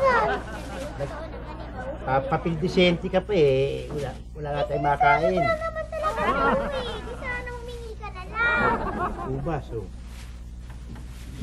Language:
Filipino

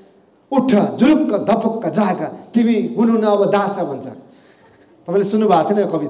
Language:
Nepali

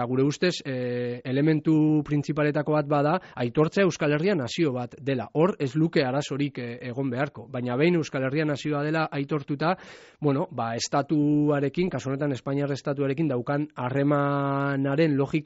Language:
Basque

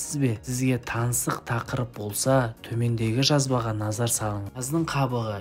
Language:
Kazakh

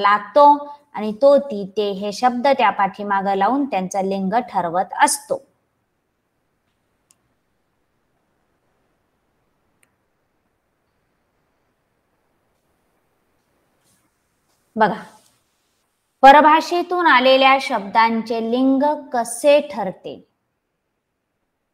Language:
Marathi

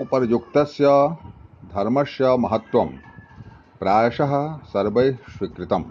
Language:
Sanskrit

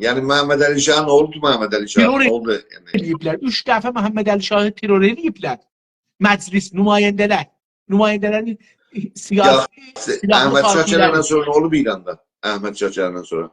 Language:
South Azerbaijani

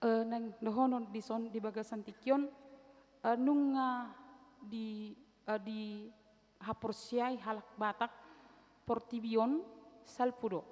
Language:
Batak Toba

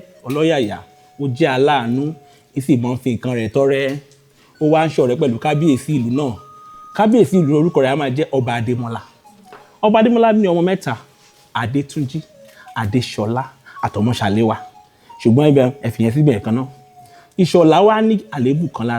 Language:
Yoruba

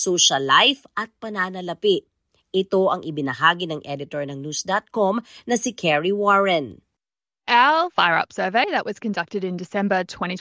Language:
Filipino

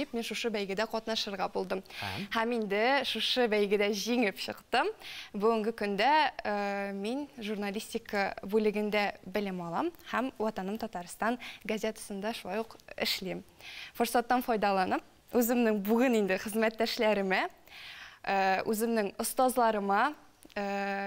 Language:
Tatar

